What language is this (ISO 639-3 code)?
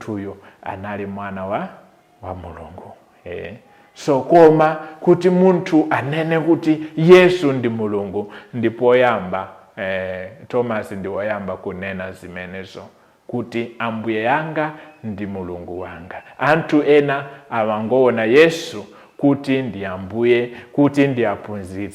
nya